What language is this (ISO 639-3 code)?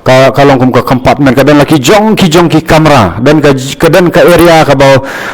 kha